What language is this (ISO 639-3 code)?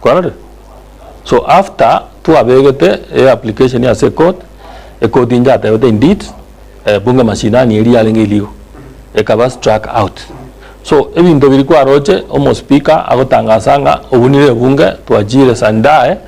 guz